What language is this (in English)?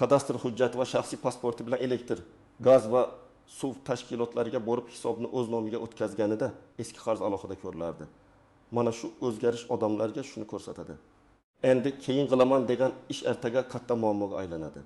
Uzbek